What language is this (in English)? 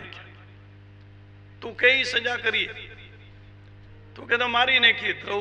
Gujarati